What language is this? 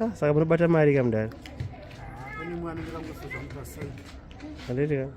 Shona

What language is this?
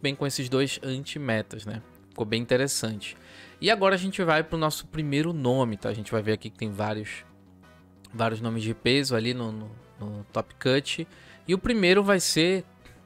Portuguese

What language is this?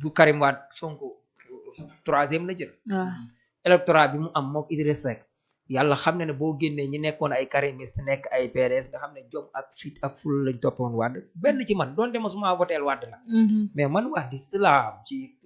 Wolof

